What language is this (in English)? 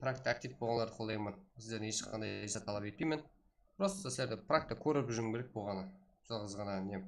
Kara-Kalpak